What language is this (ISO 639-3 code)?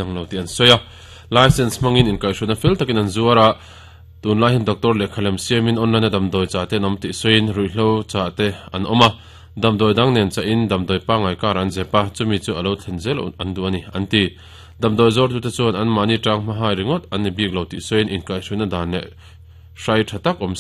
lus